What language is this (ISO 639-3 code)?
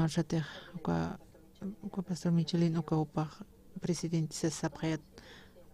aym